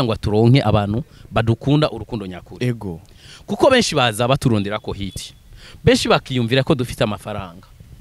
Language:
Rundi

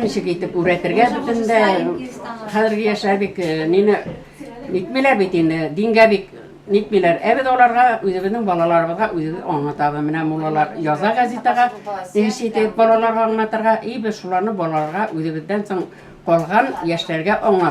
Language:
Tatar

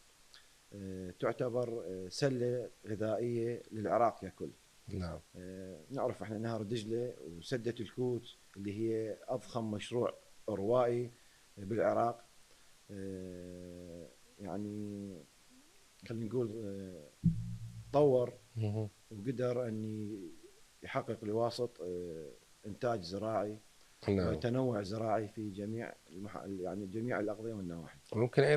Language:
Mesopotamian Arabic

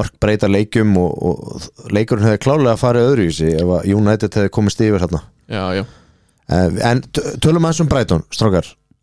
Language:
Icelandic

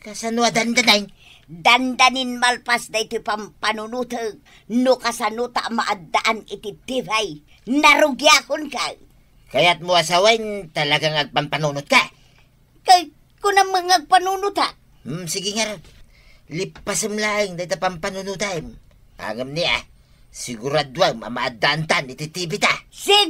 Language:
Iloko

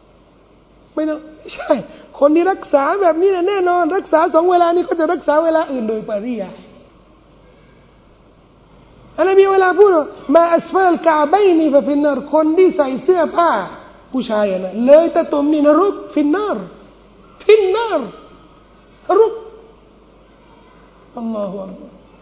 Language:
Thai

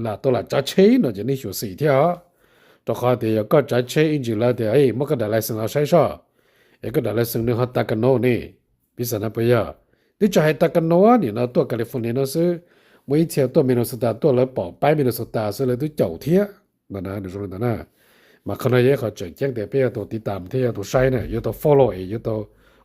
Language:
Hmong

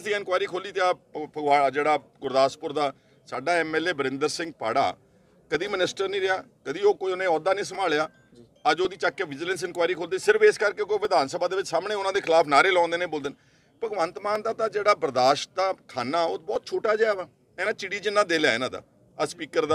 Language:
Punjabi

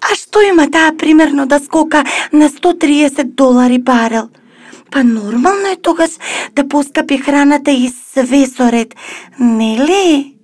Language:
Macedonian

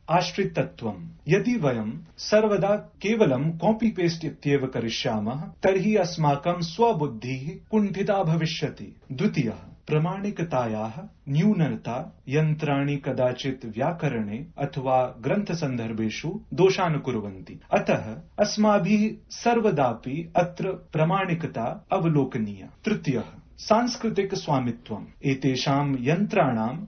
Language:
Sanskrit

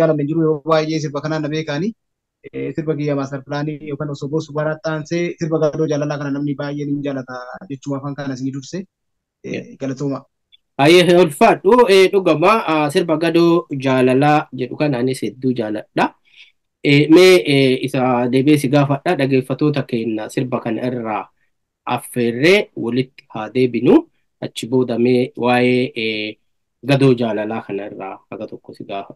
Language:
Oromo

